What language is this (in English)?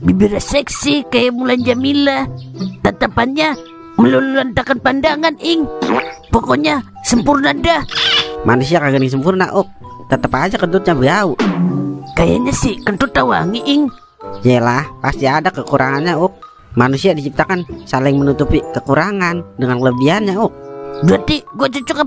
Betawi